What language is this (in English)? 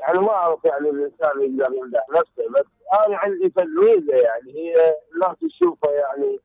Mesopotamian Arabic